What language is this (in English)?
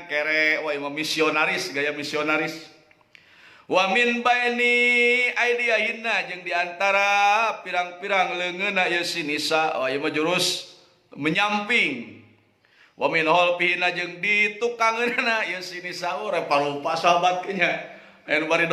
Sundanese